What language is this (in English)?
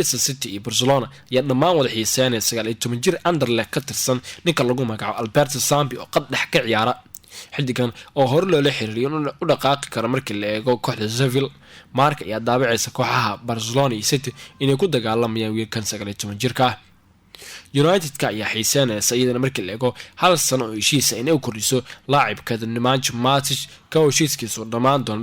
Somali